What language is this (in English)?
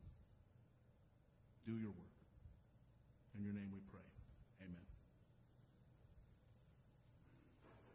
English